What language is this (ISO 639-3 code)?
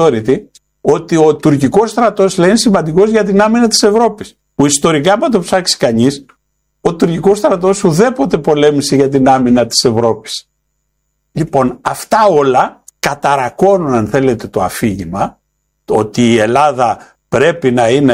ell